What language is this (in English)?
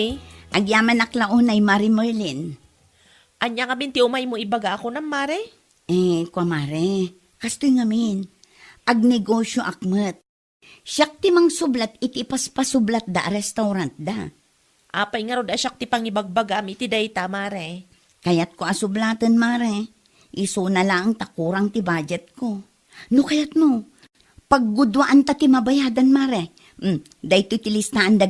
Iloko